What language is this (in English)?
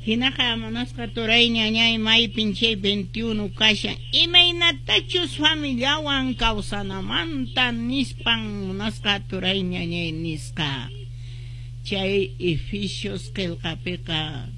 Quechua